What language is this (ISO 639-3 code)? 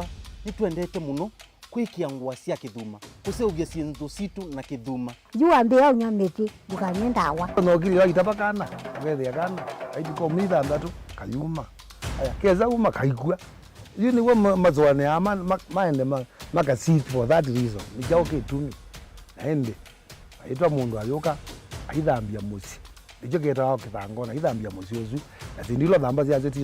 kam